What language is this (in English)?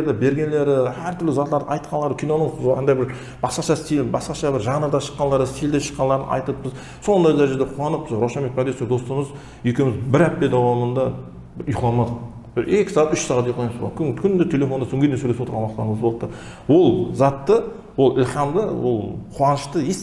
Kara-Kalpak